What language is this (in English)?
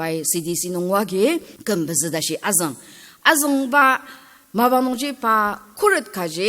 Ao Naga